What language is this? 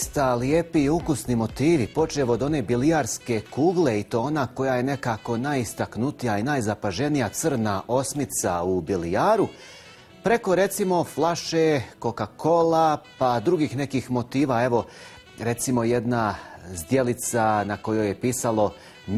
Bosnian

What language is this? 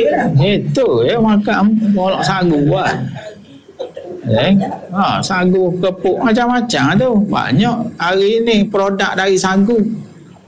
Malay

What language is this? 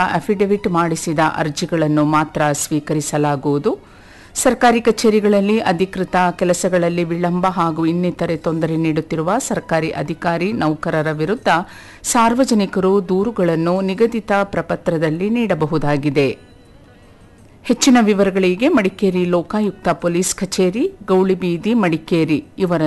Kannada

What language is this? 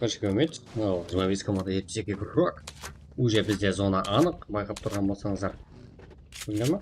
Kara-Kalpak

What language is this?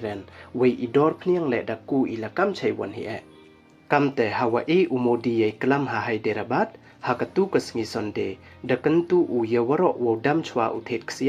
Pnar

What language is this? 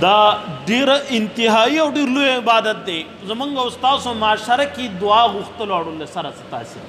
Pashto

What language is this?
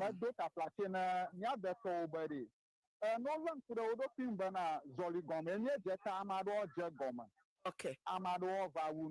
Ewe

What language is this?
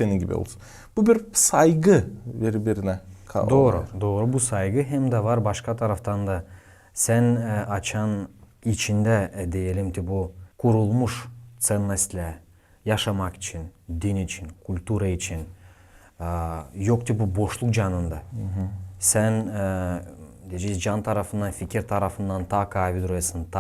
Gagauz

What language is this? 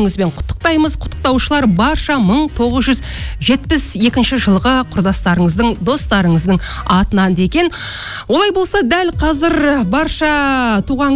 Kazakh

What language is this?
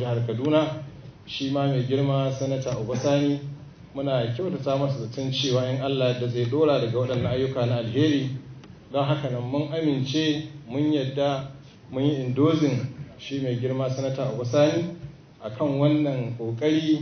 Hausa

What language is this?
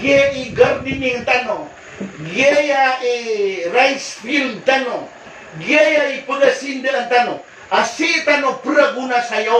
Maranao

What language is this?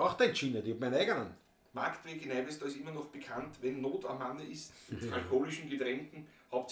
Bavarian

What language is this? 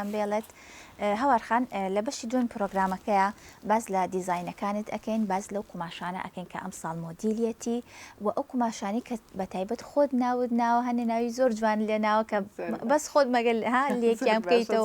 Central Kurdish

